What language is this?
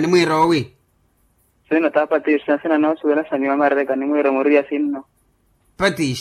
Makhuwa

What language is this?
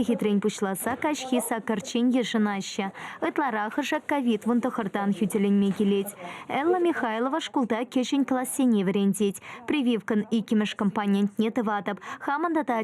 Chuvash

